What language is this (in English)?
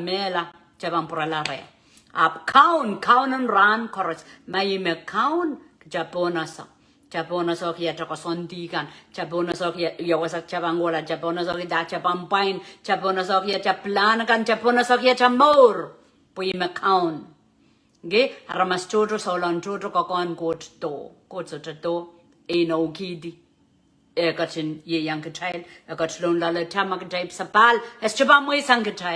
Pohnpeian